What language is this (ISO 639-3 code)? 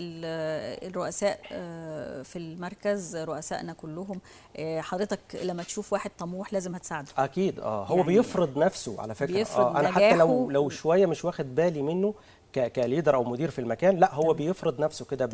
arz